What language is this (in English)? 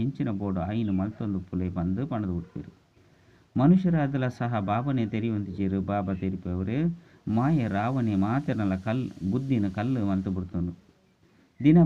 Tulu